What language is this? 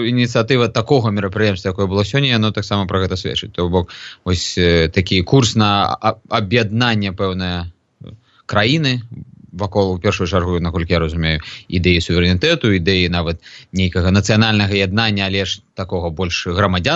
Belarusian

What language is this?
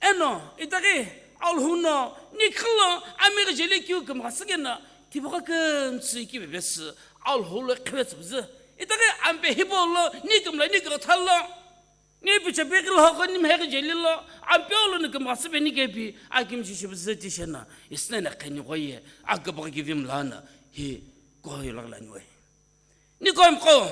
Sumi Naga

